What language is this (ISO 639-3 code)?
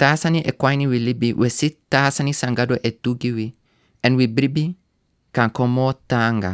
srn